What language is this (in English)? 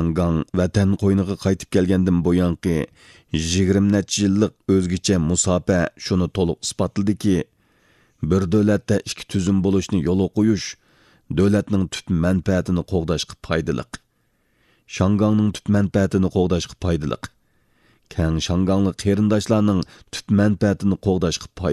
Uyghur